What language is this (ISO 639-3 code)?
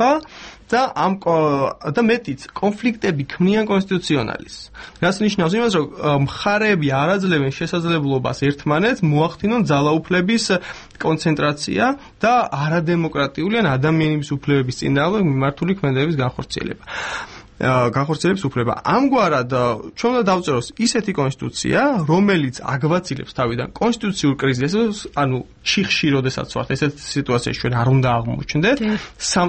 kat